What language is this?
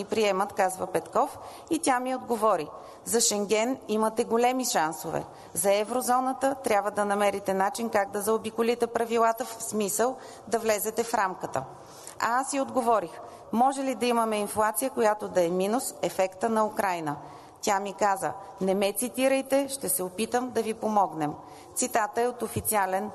Bulgarian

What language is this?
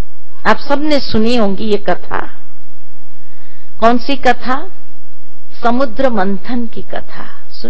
Hindi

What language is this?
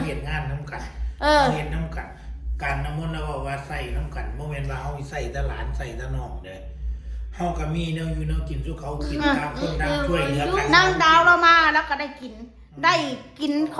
Northeastern Thai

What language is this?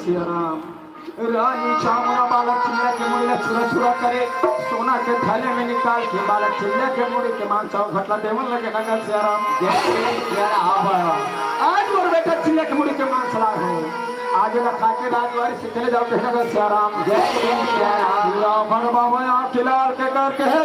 Chhattisgarhi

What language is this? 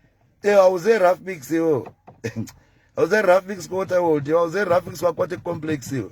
Shona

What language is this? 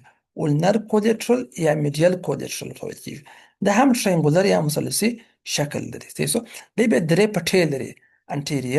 Pashto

